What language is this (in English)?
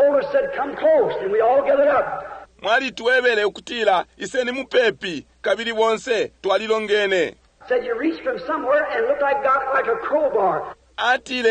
Bemba